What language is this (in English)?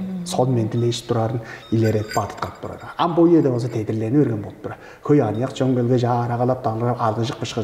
Tuvinian